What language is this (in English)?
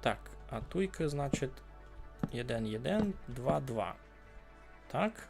Rusyn